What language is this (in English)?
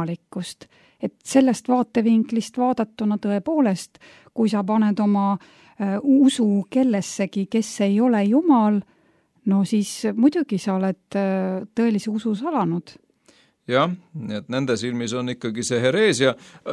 Estonian